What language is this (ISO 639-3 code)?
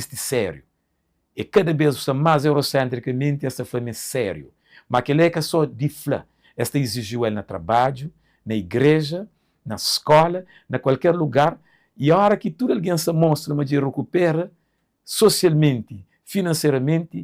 kea